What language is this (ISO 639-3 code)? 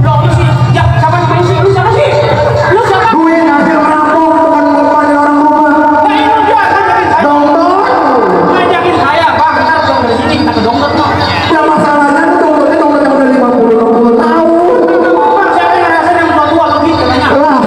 bew